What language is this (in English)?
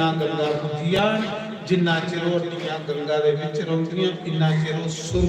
Dogri